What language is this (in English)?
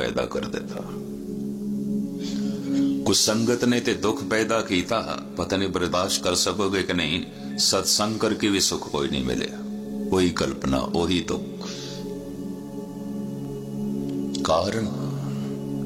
Punjabi